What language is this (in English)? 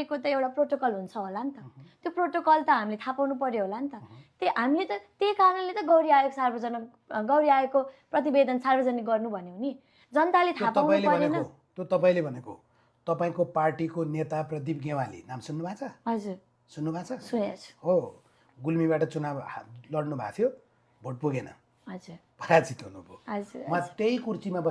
Nepali